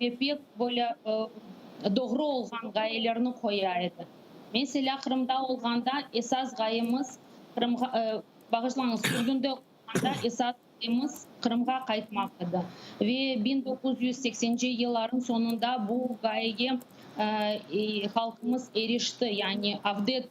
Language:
Crimean Tatar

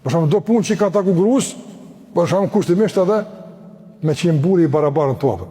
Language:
Albanian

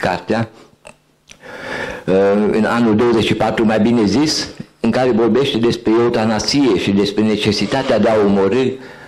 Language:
Romanian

